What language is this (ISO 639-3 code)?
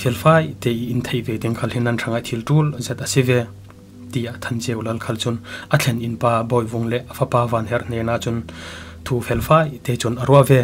cfm